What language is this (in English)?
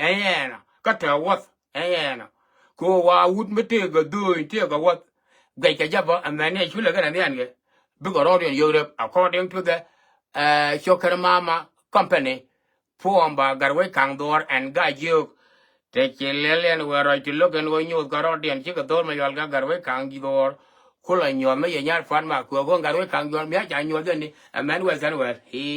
Nuer